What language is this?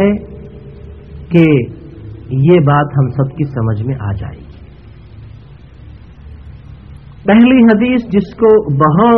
Urdu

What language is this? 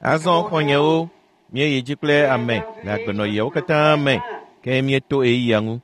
Ewe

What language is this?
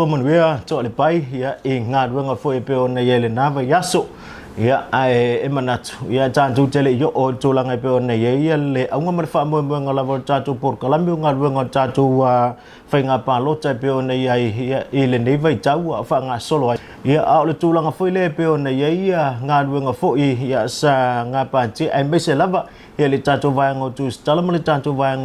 Samoan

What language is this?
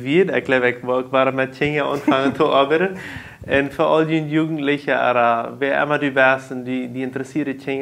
Plautdietsch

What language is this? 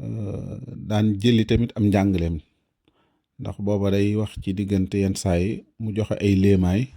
Wolof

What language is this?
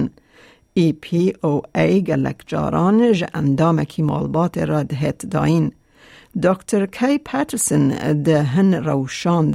Kurdish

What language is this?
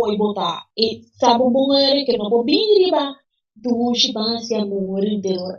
Papiamento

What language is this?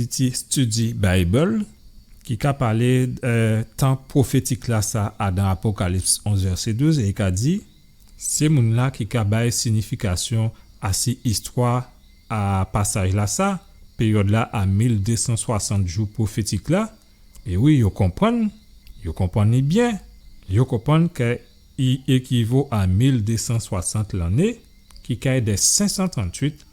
Guadeloupean Creole French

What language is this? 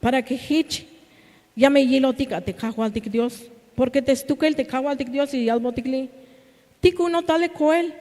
Tzeltal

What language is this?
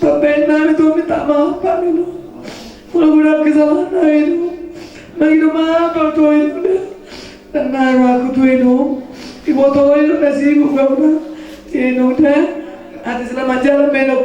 Batak Toba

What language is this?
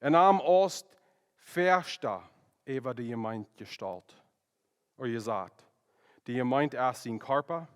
Plautdietsch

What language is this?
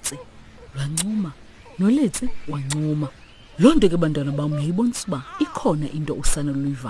Xhosa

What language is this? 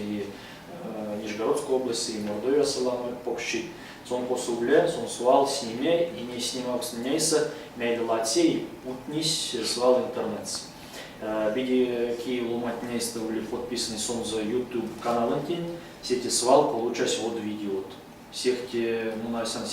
Erzya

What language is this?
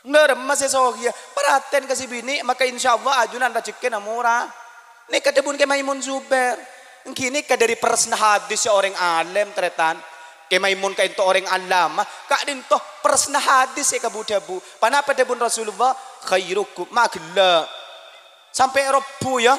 Madurese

